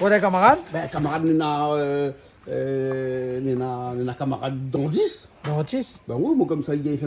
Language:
Réunion Creole French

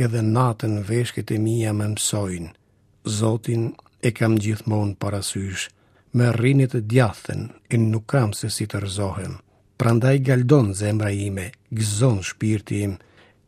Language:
Albanian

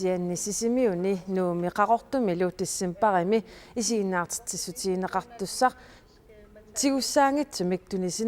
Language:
Kalaallisut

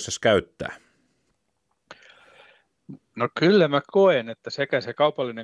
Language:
Finnish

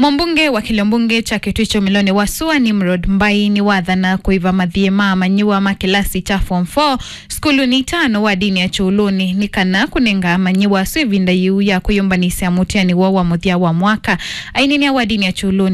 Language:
Kamba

